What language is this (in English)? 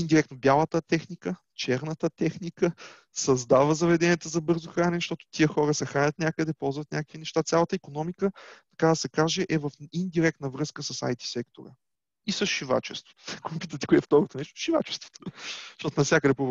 Bulgarian